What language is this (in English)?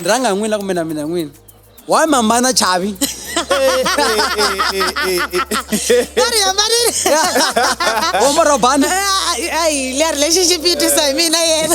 Tsonga